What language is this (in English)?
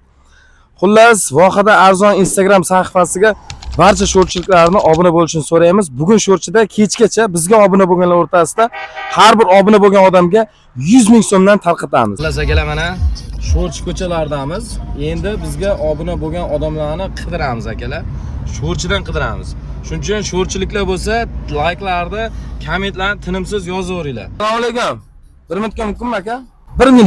Uzbek